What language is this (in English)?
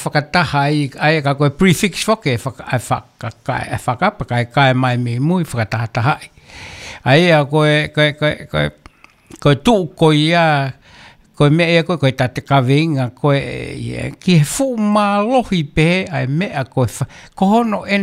Tongan